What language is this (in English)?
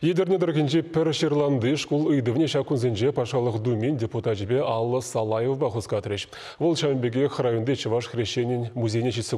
Chuvash